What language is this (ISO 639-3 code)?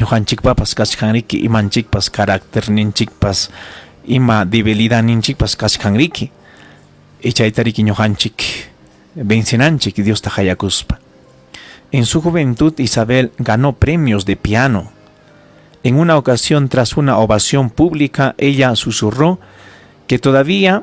quy